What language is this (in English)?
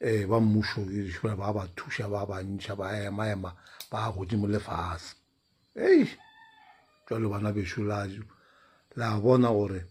Northern Sotho